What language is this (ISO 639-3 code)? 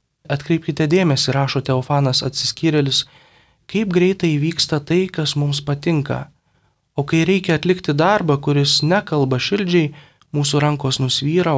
lit